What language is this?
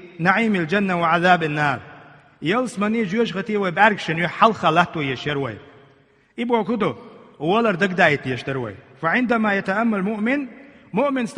Chechen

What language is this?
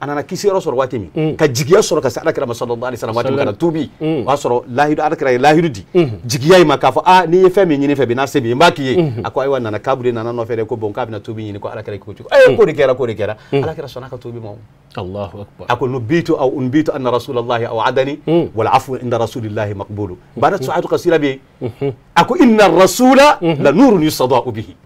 Bambara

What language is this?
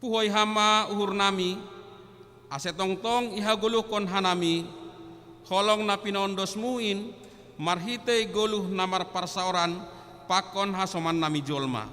Batak Simalungun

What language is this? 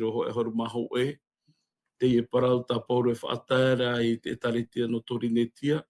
Tahitian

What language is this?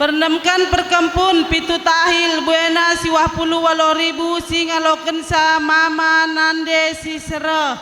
Batak Karo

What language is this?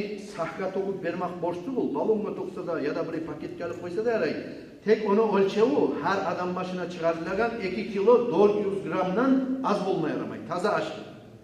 Kumyk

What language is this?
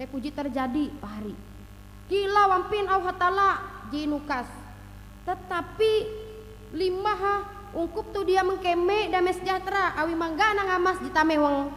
Ngaju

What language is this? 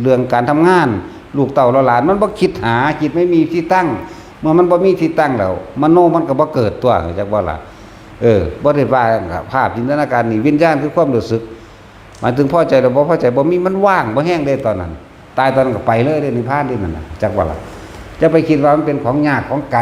Northeastern Thai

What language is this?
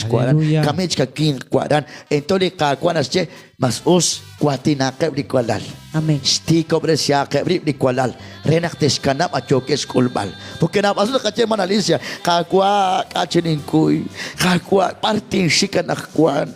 Kekchí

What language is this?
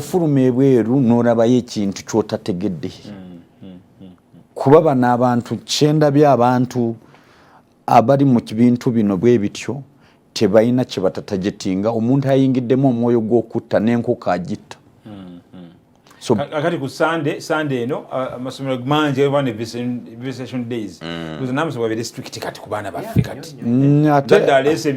Ganda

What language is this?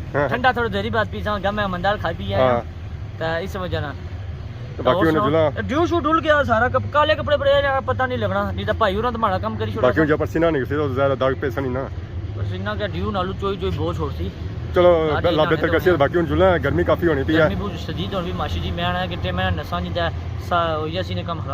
Pahari-Potwari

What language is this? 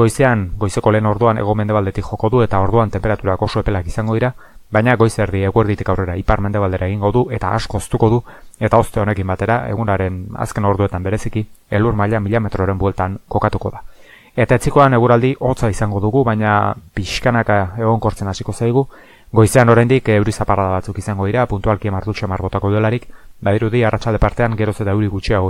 Basque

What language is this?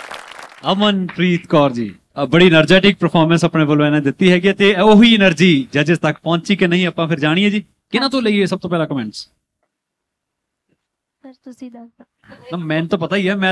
Punjabi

